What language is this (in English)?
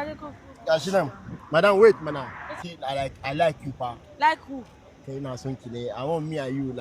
Nigerian Pidgin